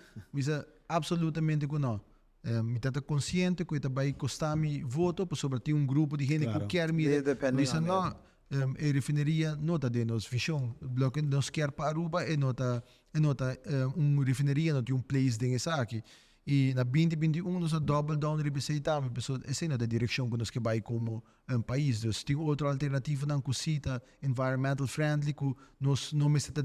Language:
Papiamento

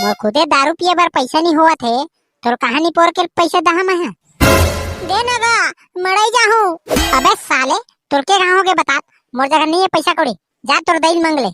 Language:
Chhattisgarhi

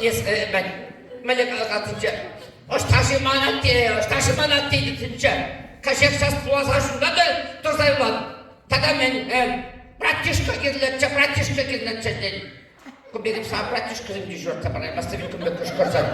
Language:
Chuvash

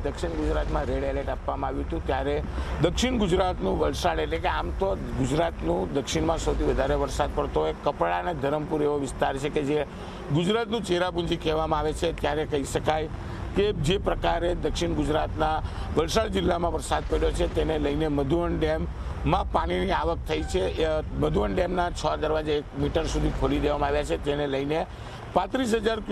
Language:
Gujarati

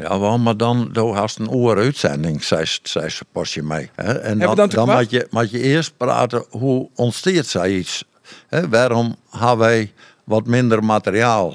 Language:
Western Frisian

